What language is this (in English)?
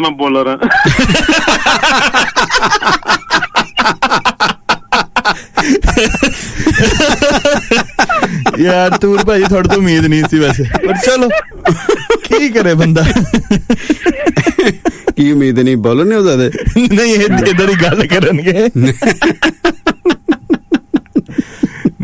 Punjabi